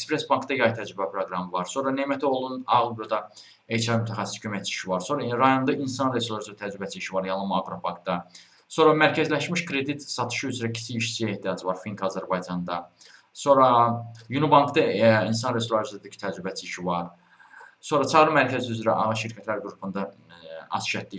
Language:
Azerbaijani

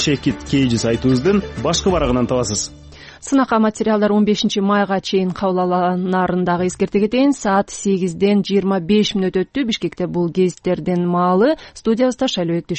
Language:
Kyrgyz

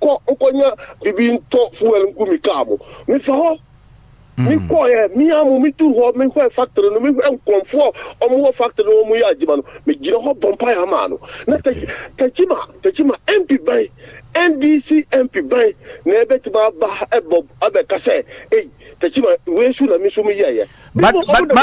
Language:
Akan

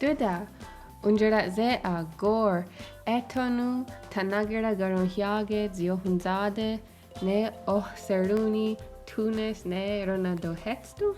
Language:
Mohawk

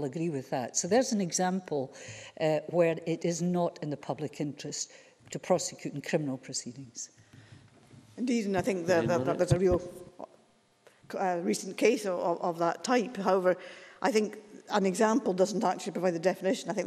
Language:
English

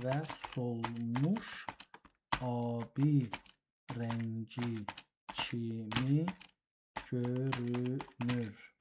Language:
South Azerbaijani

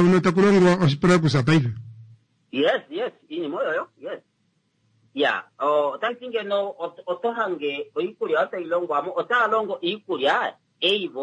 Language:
Kuanyama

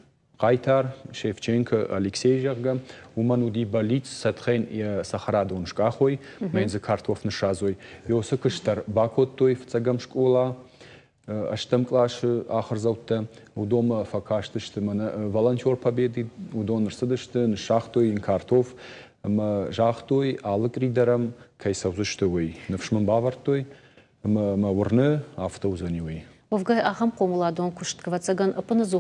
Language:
Ossetic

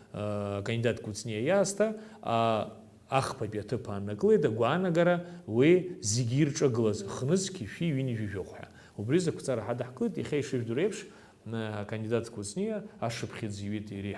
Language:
Abkhazian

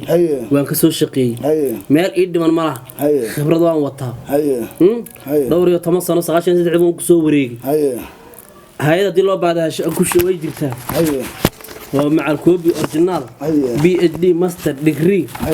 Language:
Somali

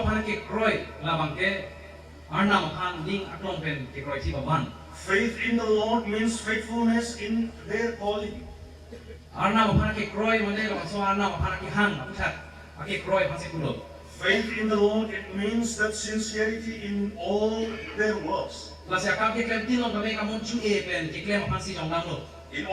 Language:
Karbi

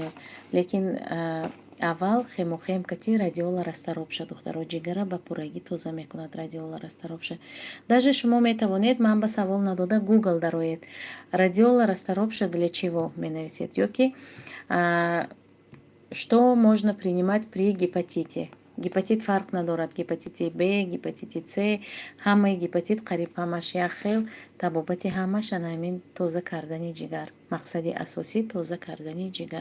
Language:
Tajik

